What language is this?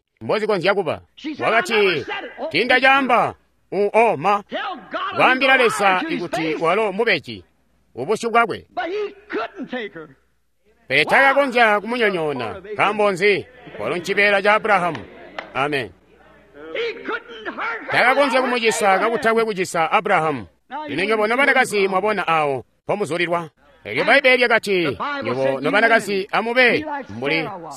Tonga (Zambia)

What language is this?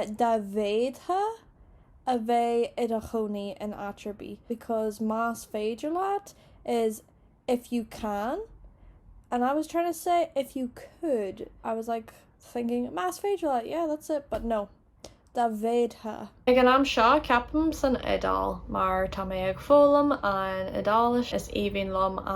Irish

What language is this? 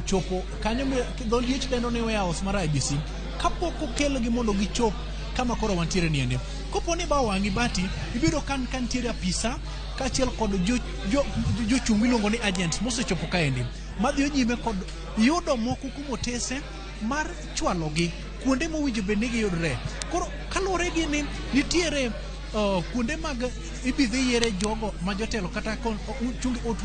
Luo (Kenya and Tanzania)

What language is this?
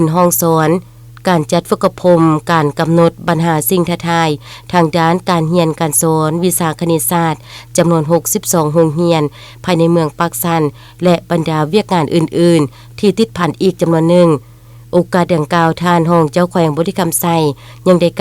Lao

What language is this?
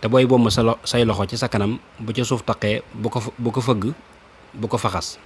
Wolof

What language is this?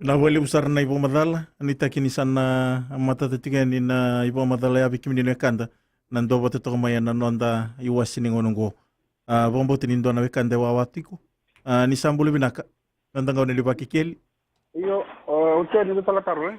Fijian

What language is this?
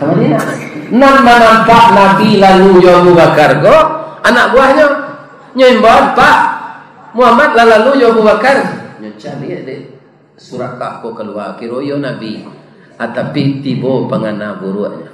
Minangkabau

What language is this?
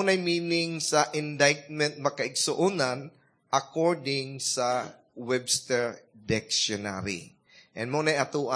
Cebuano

